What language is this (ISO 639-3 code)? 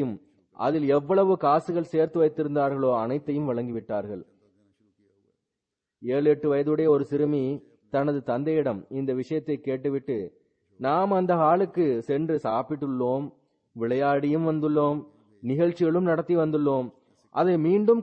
tam